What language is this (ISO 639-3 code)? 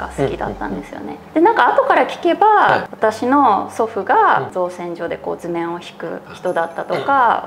jpn